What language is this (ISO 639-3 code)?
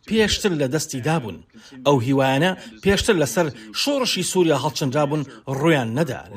ckb